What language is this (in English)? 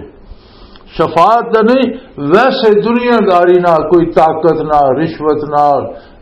Western Panjabi